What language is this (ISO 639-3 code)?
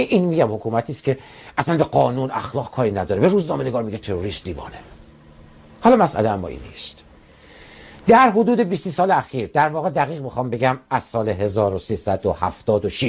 fas